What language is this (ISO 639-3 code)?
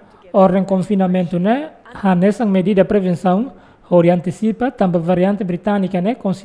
tet